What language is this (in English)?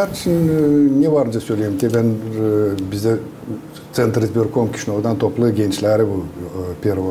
Gagauz